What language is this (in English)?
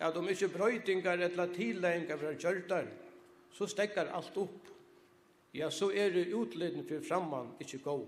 Faroese